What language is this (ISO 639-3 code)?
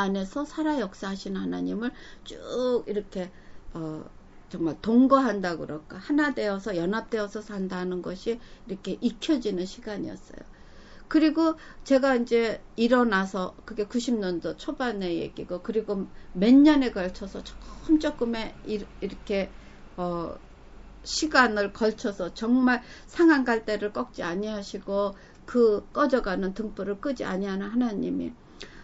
kor